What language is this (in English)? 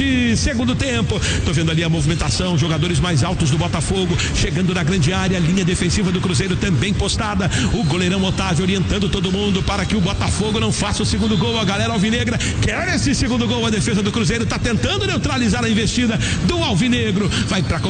Portuguese